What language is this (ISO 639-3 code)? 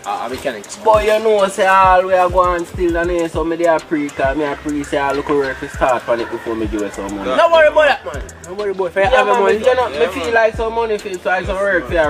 jam